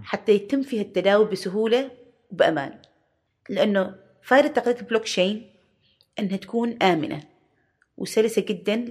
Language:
Gulf Arabic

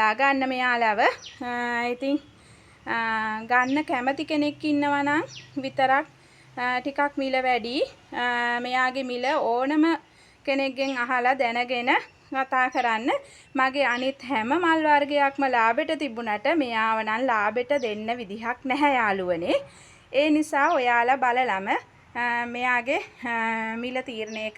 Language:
Sinhala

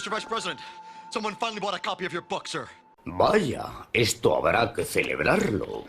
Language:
Asturian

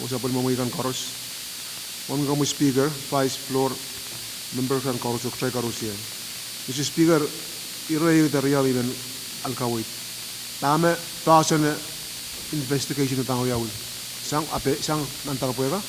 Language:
Pohnpeian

